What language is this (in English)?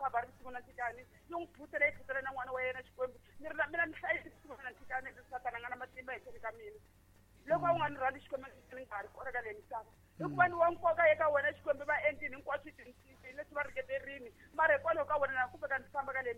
Tsonga